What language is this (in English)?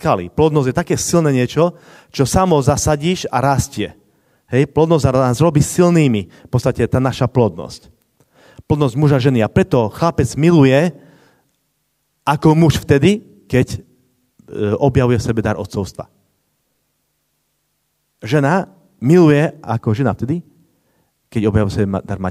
Slovak